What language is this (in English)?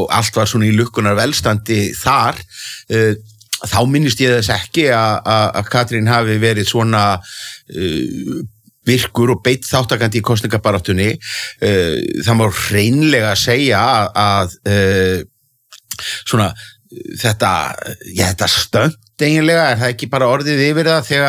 Icelandic